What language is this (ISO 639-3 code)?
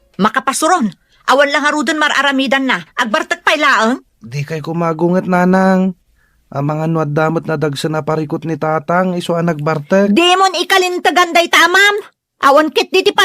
ilo